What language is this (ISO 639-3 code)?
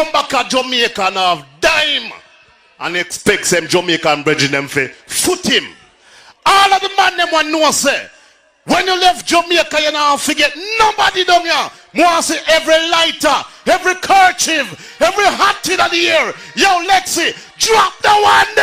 jam